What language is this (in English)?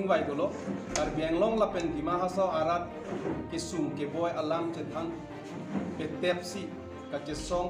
Karbi